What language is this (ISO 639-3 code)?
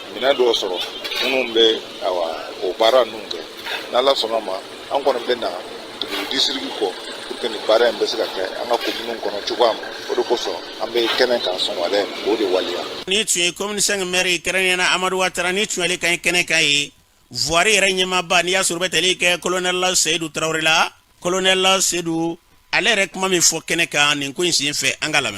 bam